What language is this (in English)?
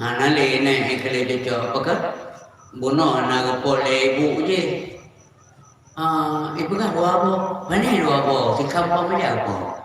Achinese